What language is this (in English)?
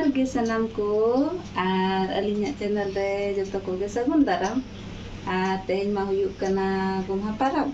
Santali